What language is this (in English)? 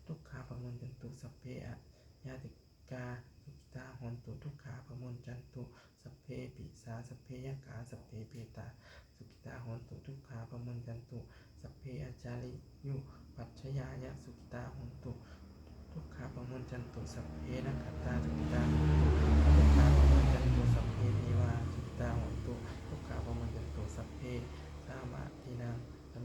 Pali